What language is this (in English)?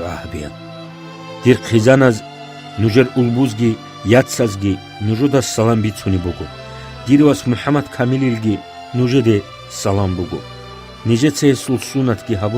Avaric